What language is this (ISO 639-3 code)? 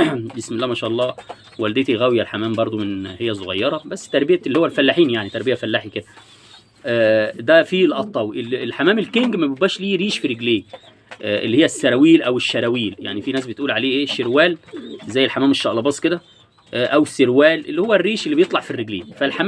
arz